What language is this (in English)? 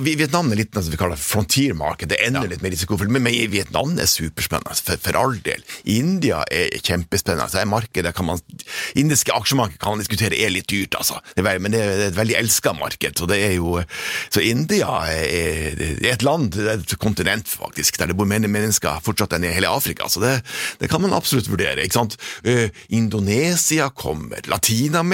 Norwegian